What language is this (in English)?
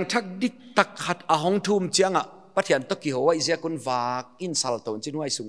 Paite Chin